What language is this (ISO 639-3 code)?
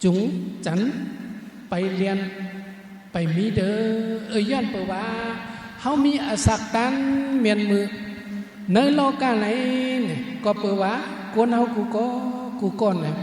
shn